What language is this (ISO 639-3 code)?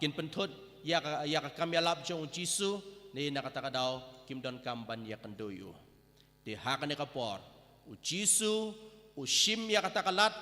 kha